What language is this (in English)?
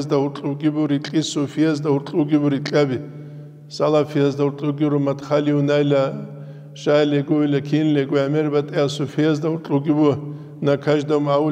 Avaric